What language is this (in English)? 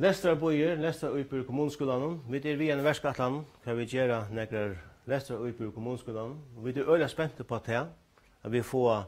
Faroese